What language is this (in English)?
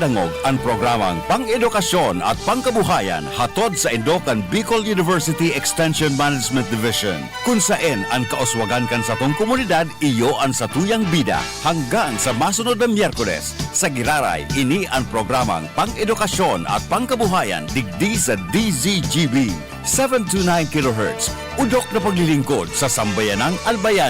Bikol